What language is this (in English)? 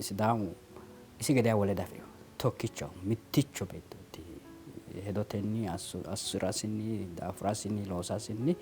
Sidamo